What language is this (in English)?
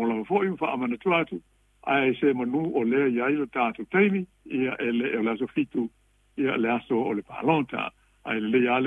Samoan